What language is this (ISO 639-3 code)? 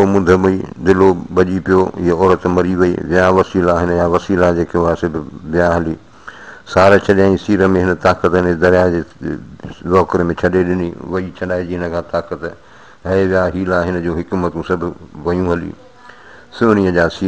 snd